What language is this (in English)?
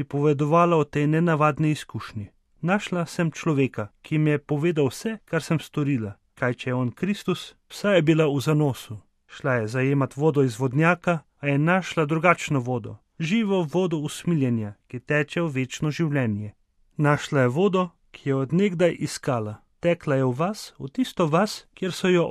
Slovenian